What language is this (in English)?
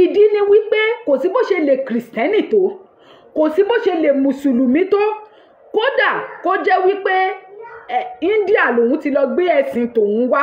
Yoruba